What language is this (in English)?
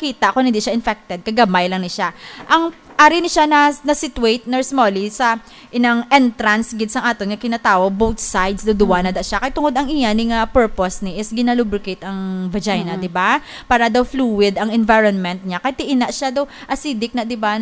Hiligaynon